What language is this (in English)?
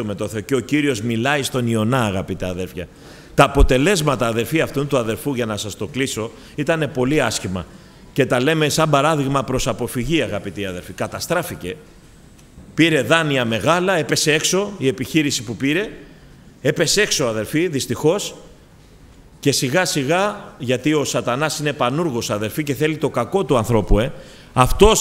Greek